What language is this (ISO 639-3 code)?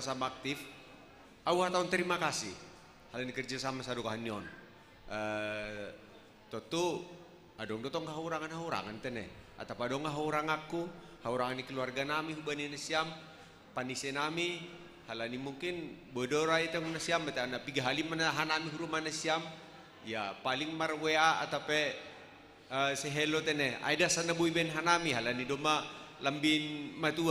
bts